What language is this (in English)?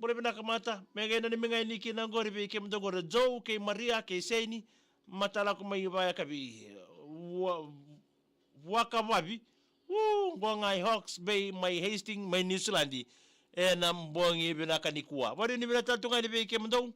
Fijian